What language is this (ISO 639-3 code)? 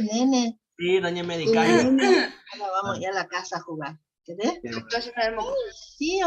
grn